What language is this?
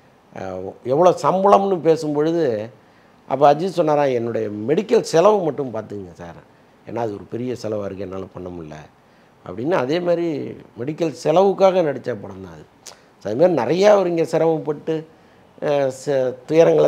Tamil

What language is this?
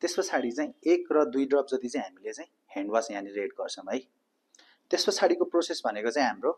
Nepali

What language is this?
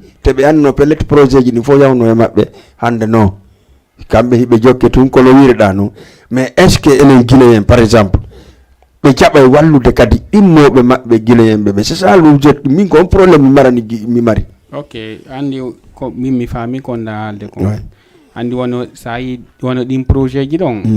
Fula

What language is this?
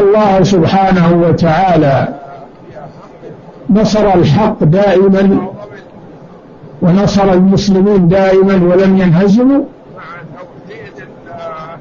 Arabic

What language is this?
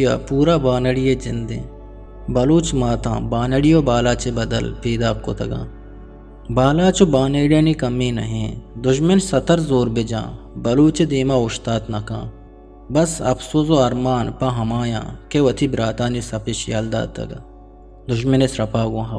Eastern Balochi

